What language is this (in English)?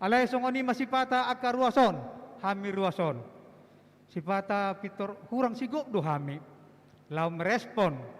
Batak Toba